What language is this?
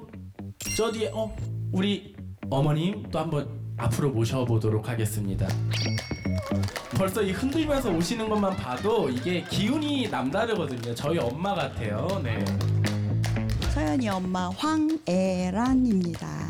Korean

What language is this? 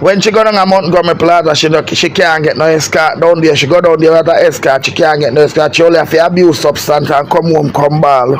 Jamaican Creole English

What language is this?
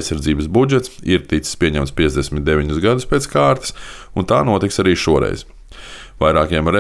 Latvian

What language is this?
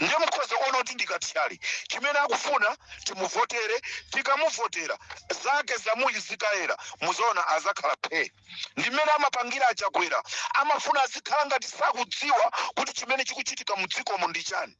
Nyanja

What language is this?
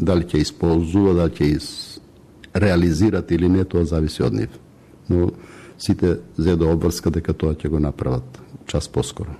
Macedonian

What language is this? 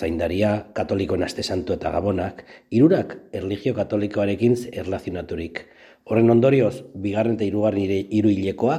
Basque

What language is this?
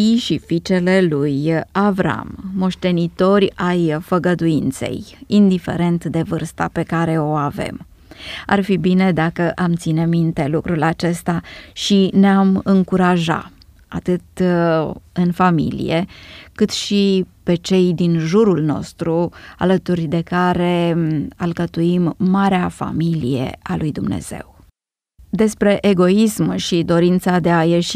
Romanian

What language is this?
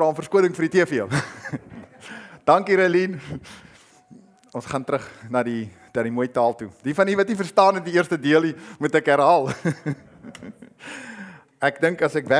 Afrikaans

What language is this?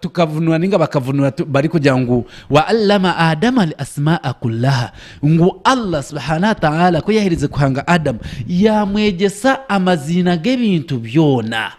Nyankole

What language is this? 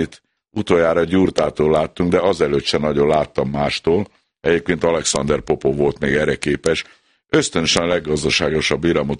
Hungarian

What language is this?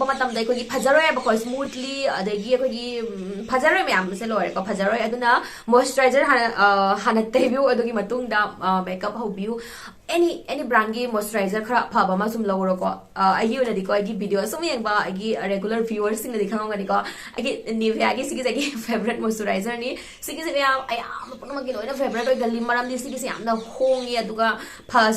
Manipuri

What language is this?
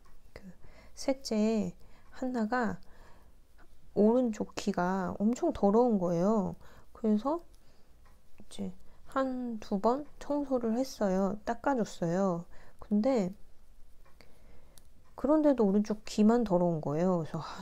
Korean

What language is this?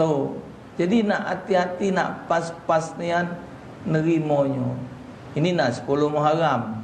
Musi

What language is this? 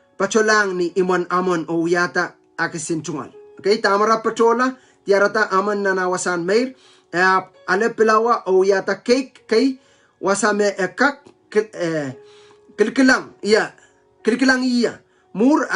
Pohnpeian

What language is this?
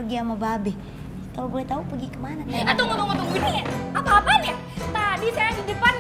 Betawi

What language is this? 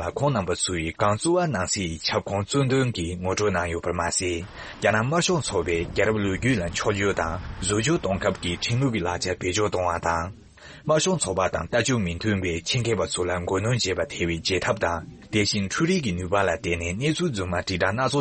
Tibetan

